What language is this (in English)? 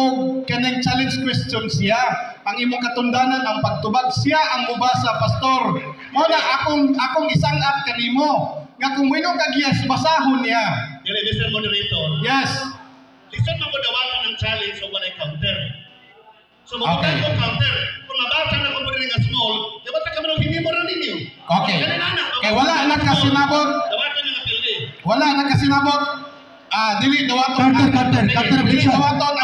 Cebuano